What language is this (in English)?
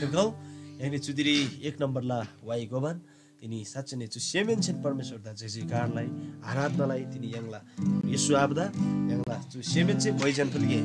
Eastern Tamang